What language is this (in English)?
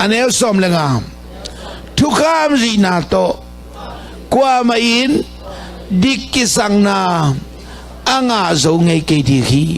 Tedim Chin